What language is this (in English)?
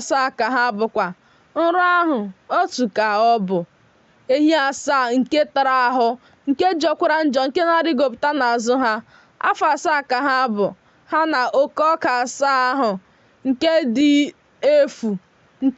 Igbo